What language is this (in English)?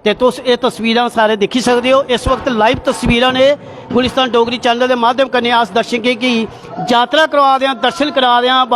Dogri